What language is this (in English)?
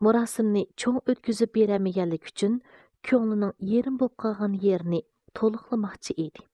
Uyghur